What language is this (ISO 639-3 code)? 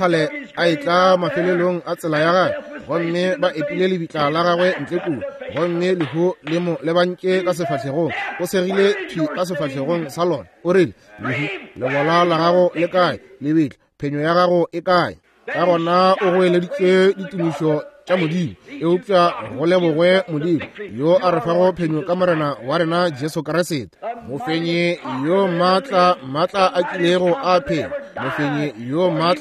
nso